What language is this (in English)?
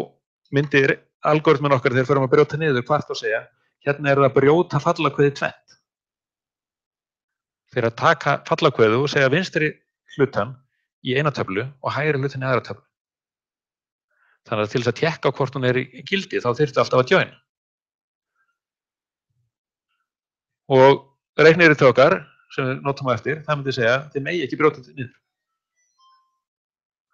Icelandic